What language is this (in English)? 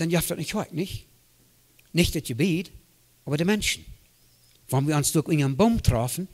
Plautdietsch